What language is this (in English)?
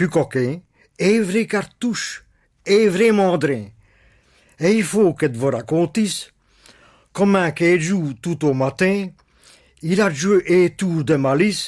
Picard